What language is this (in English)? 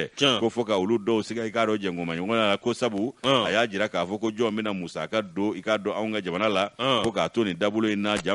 Bambara